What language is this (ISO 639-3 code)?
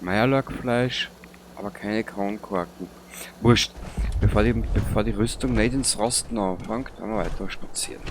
bar